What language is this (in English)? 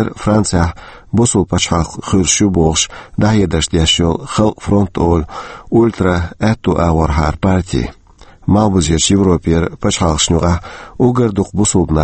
Chechen